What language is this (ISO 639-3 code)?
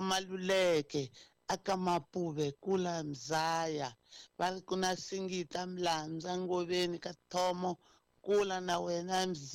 tso